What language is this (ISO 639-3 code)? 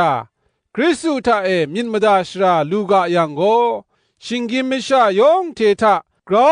kac